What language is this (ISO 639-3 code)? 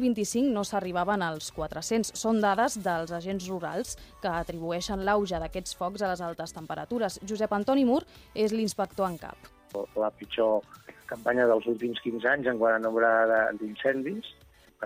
cat